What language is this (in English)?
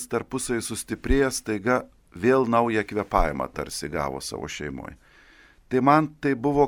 Lithuanian